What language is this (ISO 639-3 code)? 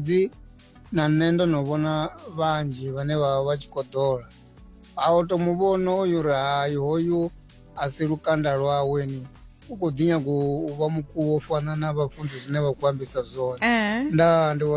ven